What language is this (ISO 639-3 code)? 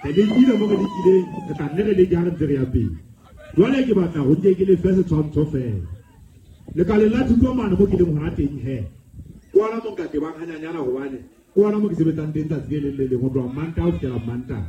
sot